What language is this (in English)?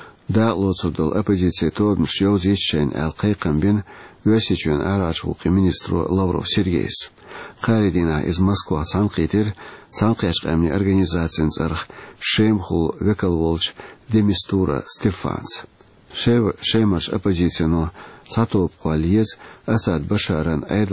Chechen